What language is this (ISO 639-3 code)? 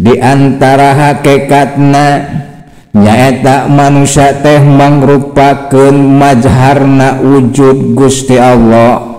sun